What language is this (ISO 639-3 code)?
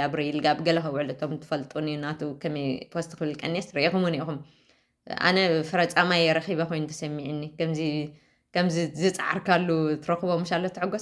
tir